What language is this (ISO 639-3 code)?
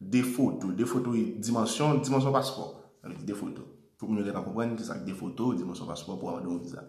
hat